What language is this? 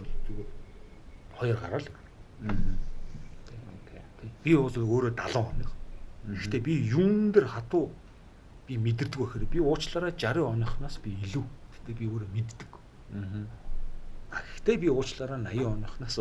Mongolian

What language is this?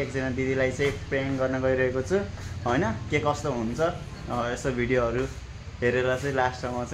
Nepali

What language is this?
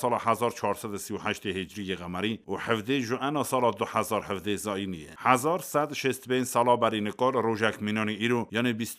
Kurdish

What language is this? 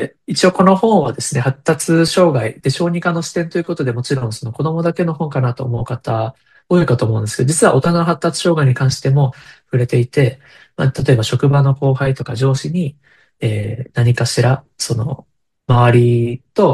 Japanese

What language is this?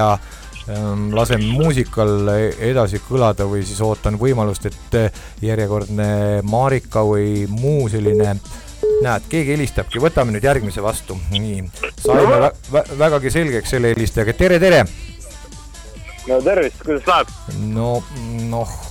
Estonian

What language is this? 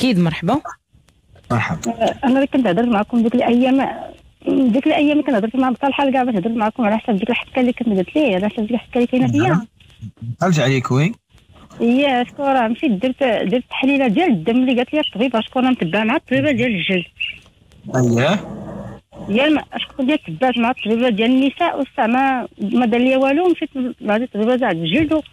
Moroccan Arabic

